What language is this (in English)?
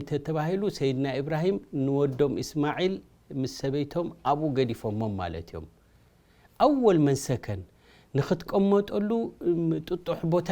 Tigrinya